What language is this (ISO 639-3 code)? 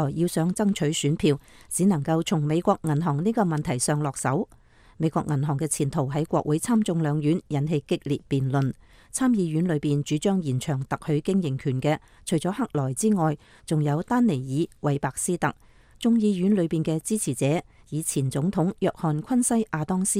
yue